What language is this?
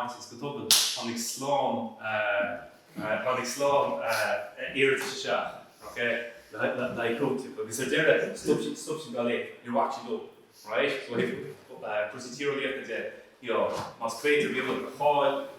Irish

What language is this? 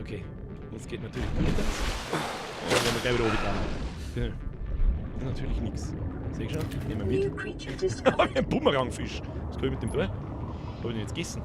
Bavarian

